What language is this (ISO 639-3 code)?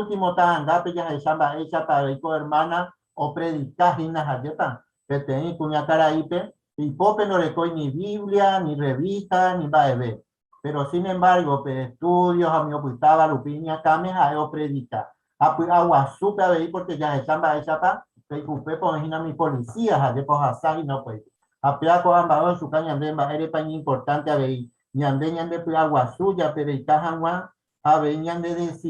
grn